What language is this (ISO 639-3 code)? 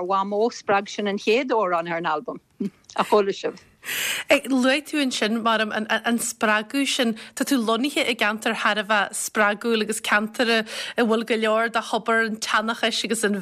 gle